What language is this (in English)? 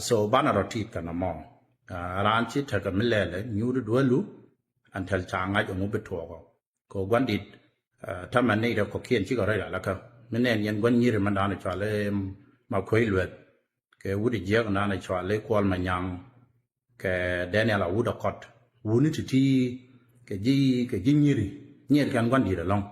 Nuer